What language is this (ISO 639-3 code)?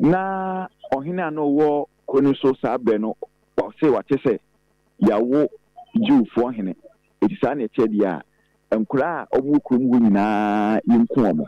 aka